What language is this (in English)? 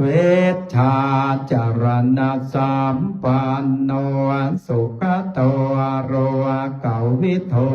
Pali